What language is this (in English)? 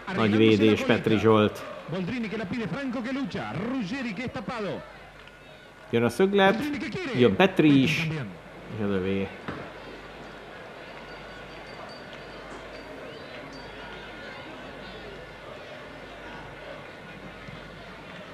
Hungarian